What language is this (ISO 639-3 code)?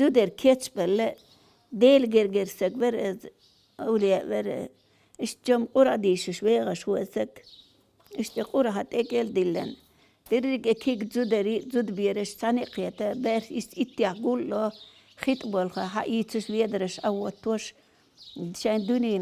che